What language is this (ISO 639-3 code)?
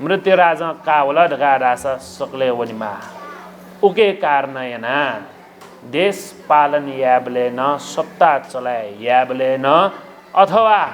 new